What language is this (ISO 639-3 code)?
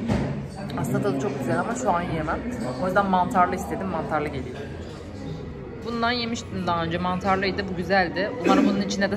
tur